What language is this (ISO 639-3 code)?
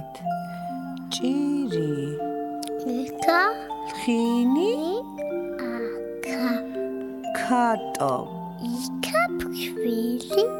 kat